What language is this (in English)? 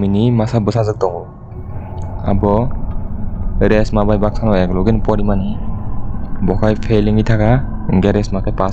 Kok Borok